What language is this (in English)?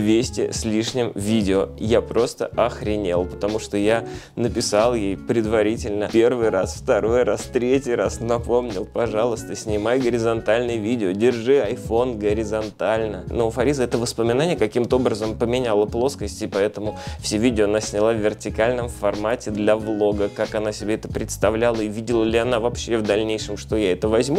Russian